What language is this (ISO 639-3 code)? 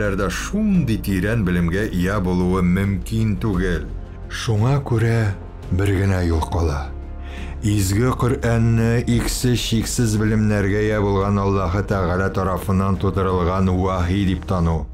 tat